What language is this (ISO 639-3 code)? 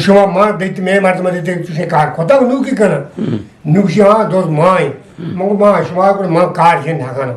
bgp